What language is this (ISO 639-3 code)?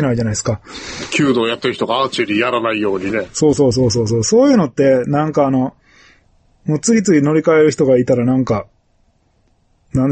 jpn